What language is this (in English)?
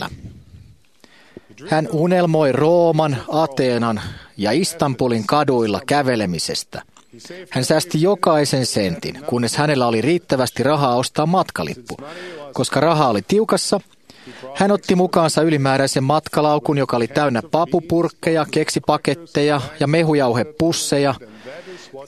Finnish